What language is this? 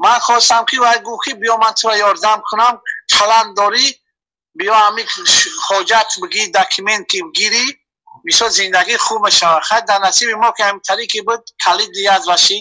Tajik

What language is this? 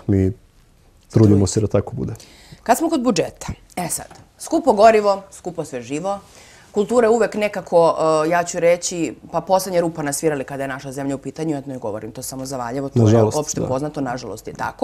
Serbian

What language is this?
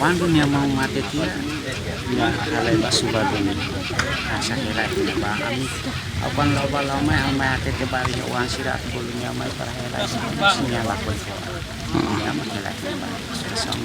Tetum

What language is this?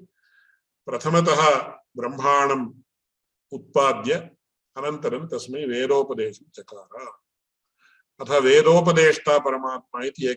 Sanskrit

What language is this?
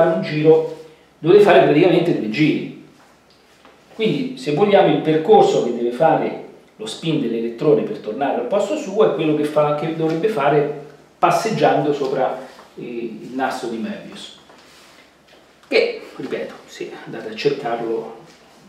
Italian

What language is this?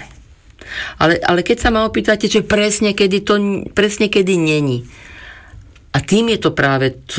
Slovak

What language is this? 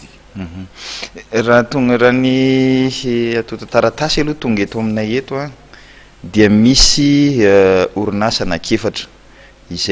Malagasy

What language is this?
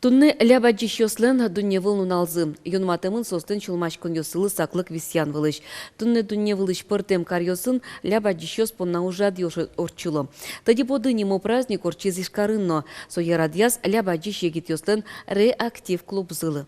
Udmurt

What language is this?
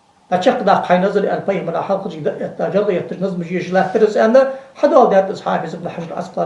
Ingush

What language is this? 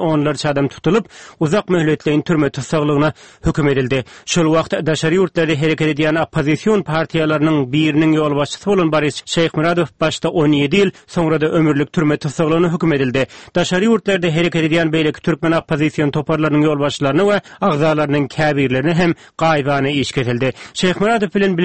Turkmen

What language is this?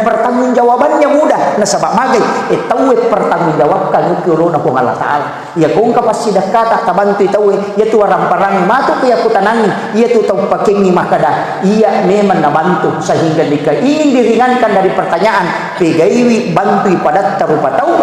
Buginese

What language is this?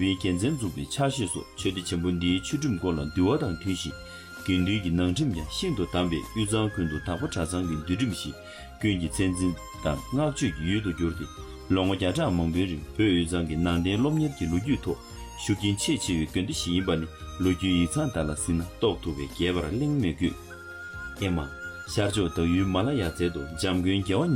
Tibetan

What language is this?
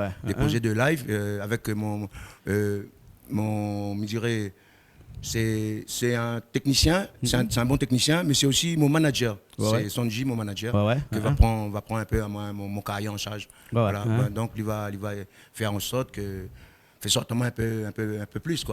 Réunion Creole French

